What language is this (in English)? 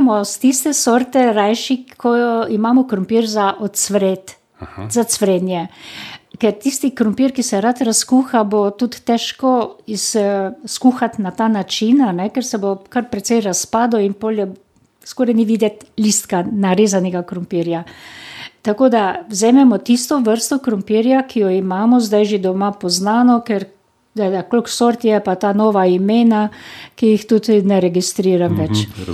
Slovenian